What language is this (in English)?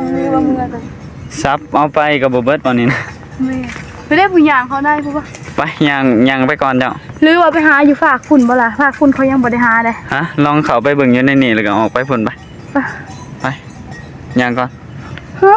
Northeastern Thai